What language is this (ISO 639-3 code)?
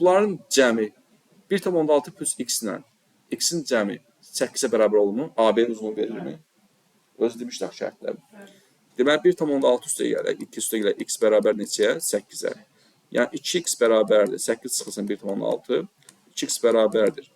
aze